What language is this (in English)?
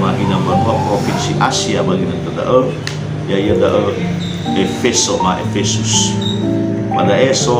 Nias